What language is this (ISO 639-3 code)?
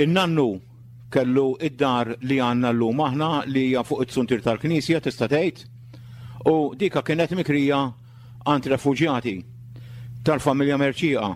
mlt